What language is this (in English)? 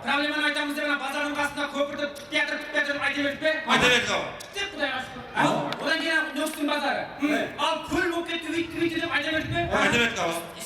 Kara-Kalpak